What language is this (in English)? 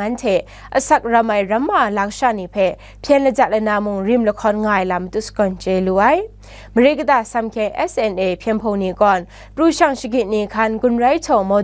Kachin